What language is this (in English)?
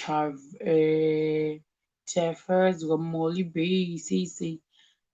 Shona